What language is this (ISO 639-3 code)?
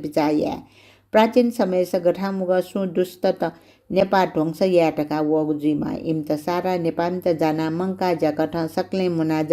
new